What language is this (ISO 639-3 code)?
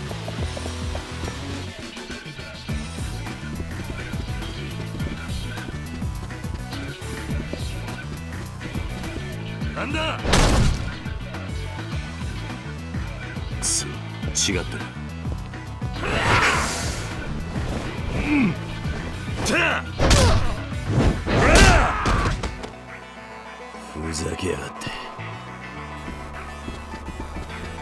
jpn